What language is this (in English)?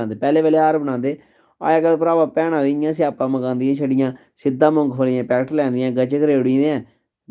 Dogri